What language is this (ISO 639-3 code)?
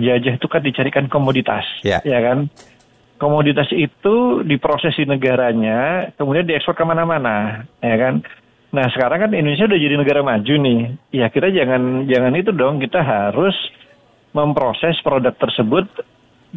ind